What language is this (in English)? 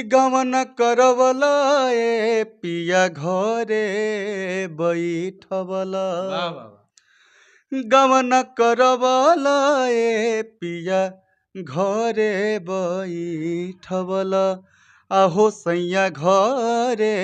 Bhojpuri